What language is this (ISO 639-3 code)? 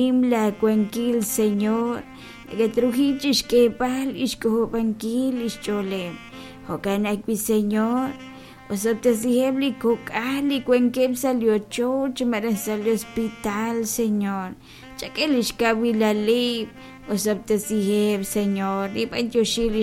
kek